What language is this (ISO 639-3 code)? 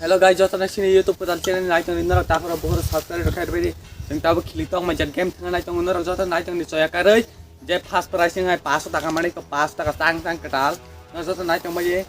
trp